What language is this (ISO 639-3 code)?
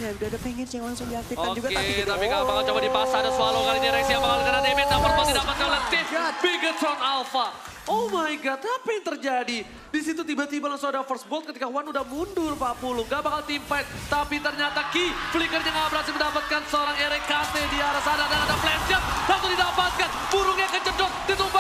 ind